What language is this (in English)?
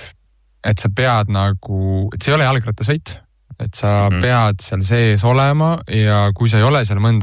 Estonian